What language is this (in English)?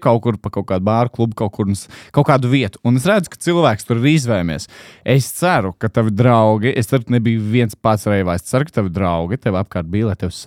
Latvian